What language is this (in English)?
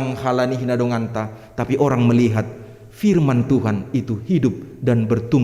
Batak Simalungun